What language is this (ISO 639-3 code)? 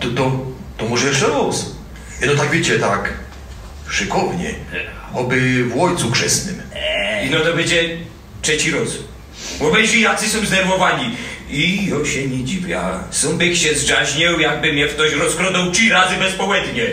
szl